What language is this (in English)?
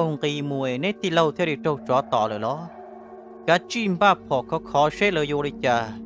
Hmong